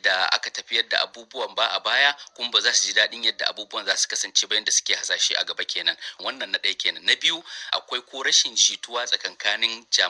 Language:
Hausa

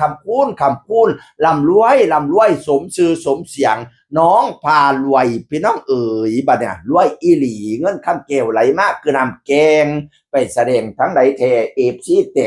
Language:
Northeastern Thai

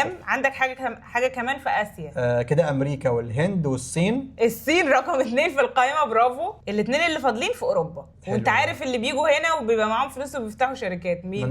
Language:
Egyptian Arabic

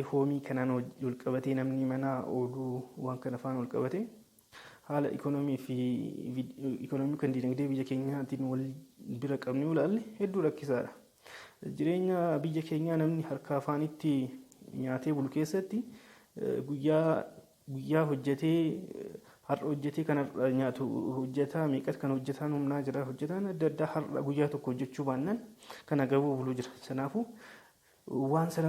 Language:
Oromo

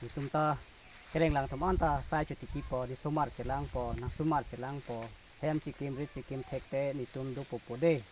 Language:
Karbi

